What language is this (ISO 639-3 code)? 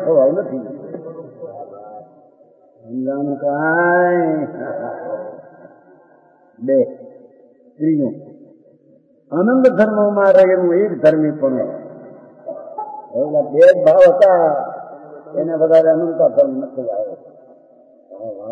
guj